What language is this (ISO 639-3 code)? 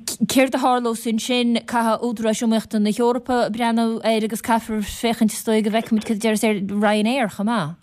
gle